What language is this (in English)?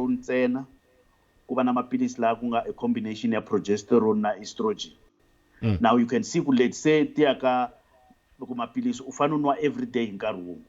Tsonga